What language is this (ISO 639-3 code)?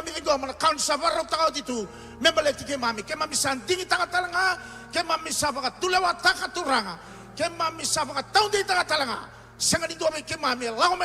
fij